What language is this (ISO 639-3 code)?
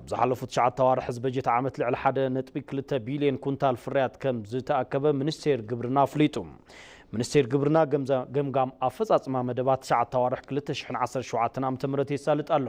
tir